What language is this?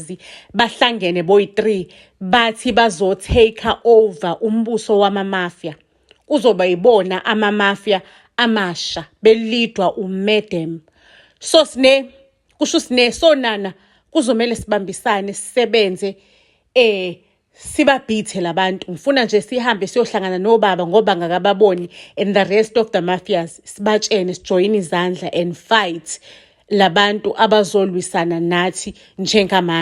Zulu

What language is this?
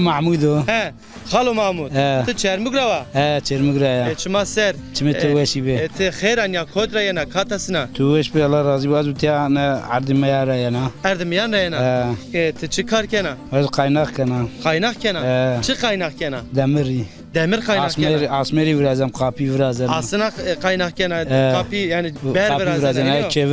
Zaza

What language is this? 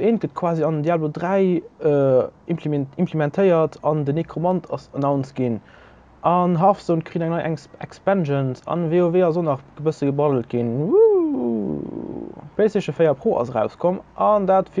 Luxembourgish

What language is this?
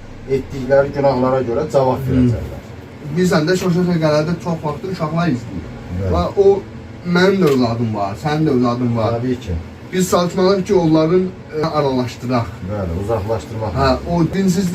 Azerbaijani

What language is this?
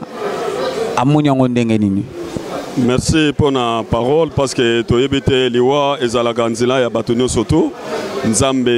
Lingala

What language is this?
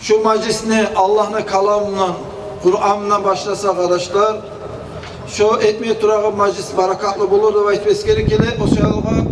Kumyk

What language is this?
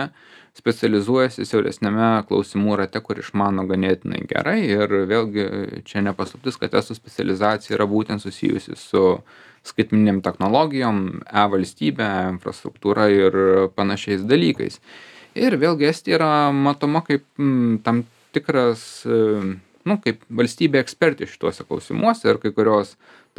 Lithuanian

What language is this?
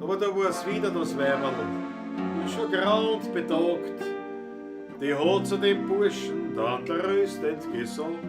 Bavarian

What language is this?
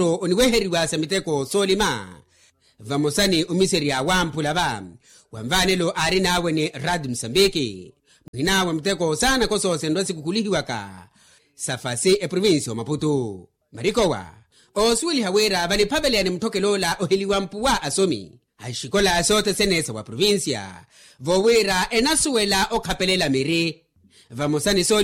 Makhuwa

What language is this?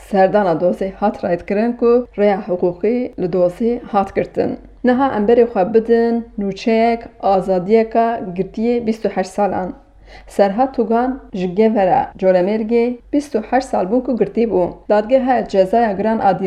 Kurdish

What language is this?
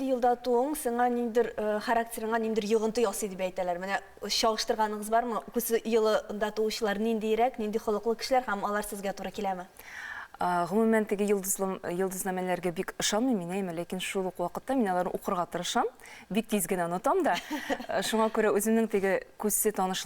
Tatar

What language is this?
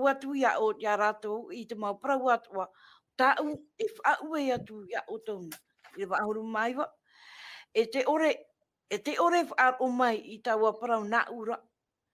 Tahitian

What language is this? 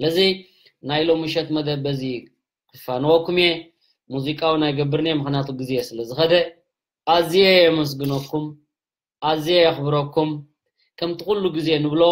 Tigrinya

